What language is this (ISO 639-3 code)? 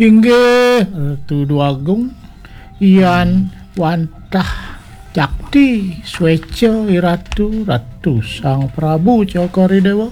ban